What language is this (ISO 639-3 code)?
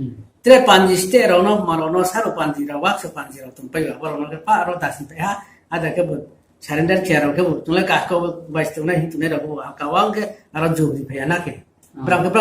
ria